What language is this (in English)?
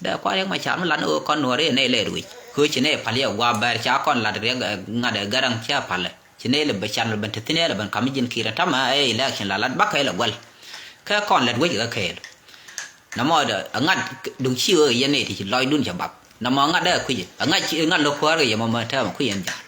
Nuer